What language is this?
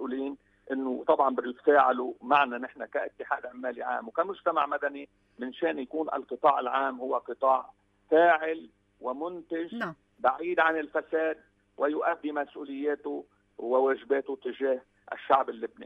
North Levantine Arabic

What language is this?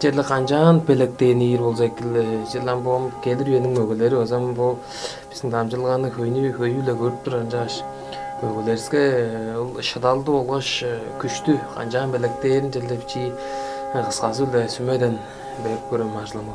Tuvinian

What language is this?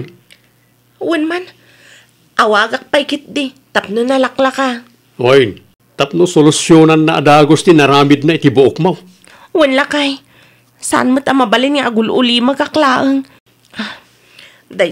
Iloko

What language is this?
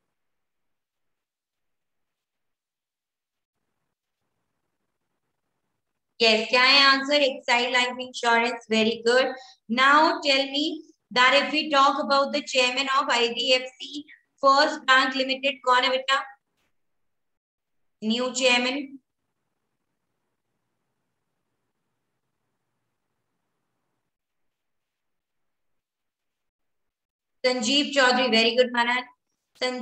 Hindi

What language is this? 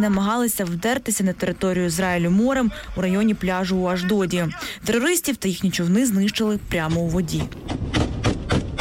Ukrainian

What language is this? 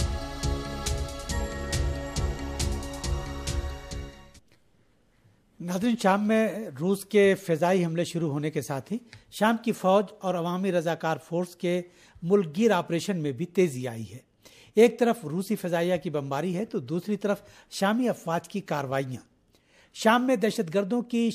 Urdu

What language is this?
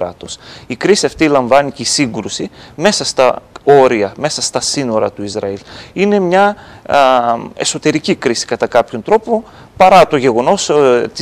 Greek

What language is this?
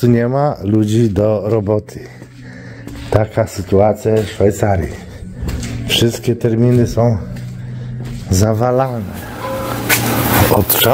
Polish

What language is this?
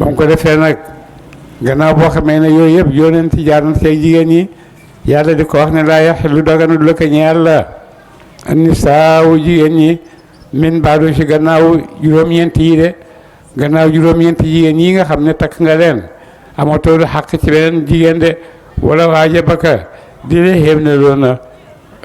Wolof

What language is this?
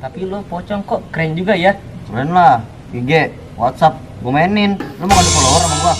Betawi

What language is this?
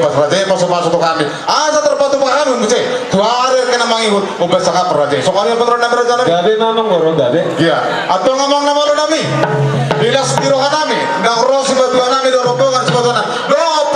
Batak Toba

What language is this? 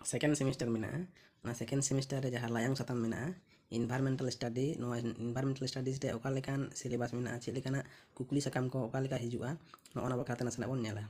Santali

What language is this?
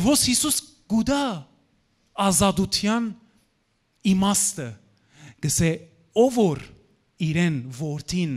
Western Armenian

